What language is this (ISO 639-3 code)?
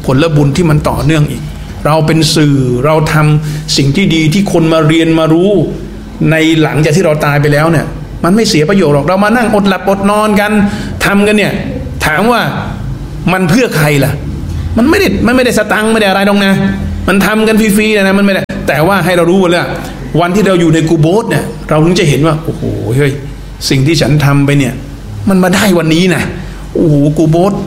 tha